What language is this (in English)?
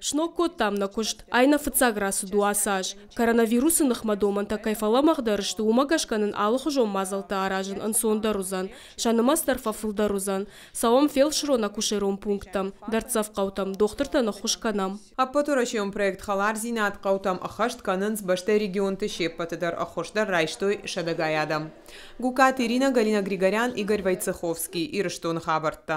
Ossetic